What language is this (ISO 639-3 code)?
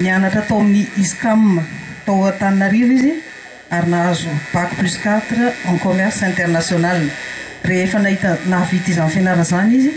mlg